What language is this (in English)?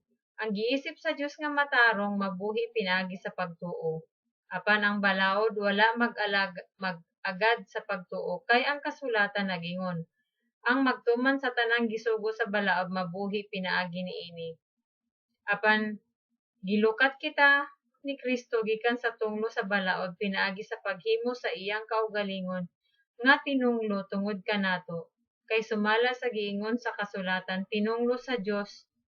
Cebuano